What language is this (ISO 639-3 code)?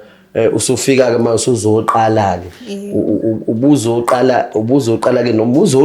zul